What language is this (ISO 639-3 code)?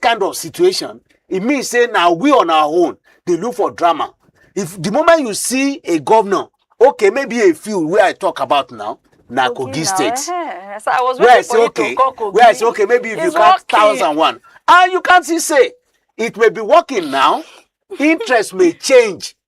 pcm